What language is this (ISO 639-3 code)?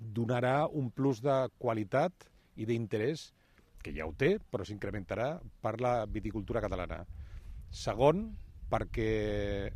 cat